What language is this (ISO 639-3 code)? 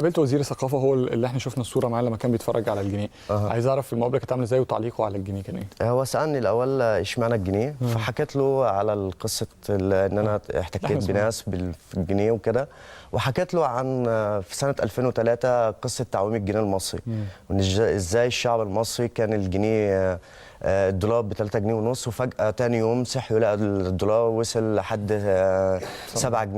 arz